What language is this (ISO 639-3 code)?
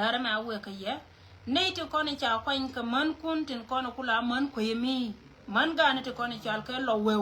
nus